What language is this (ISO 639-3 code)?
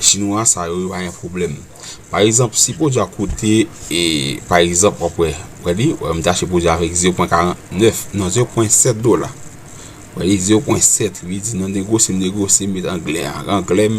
hat